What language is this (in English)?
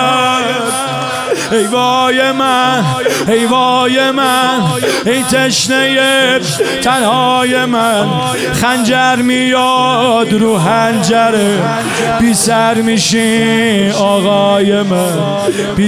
Persian